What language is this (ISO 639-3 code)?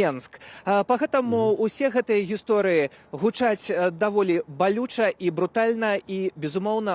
bel